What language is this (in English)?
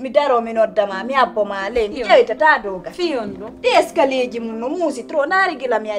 Pular